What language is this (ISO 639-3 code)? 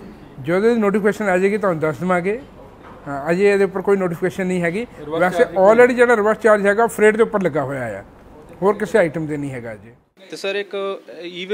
pan